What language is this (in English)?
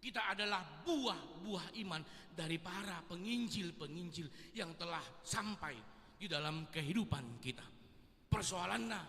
Batak Toba